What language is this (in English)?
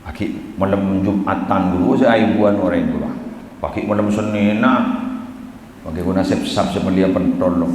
Madurese